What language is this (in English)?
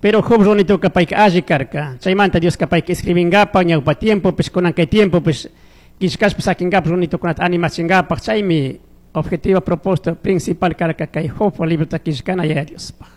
Chimborazo Highland Quichua